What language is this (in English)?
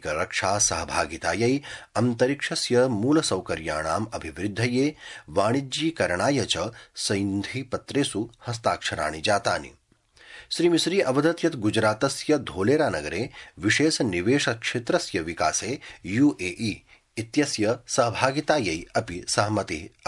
Sanskrit